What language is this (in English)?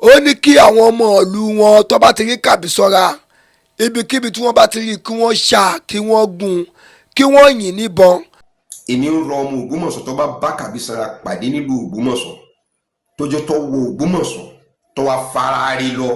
Yoruba